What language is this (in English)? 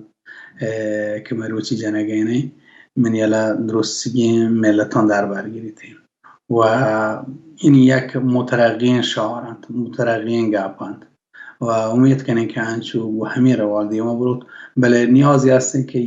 Baluchi